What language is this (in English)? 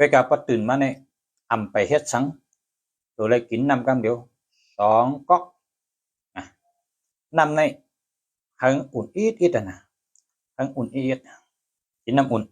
Shan